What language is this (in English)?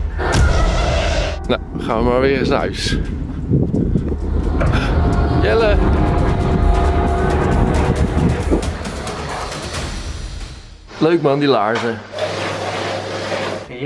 Dutch